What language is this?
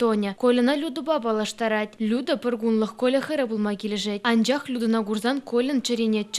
Chuvash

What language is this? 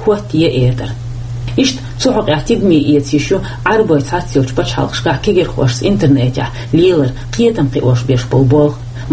Chechen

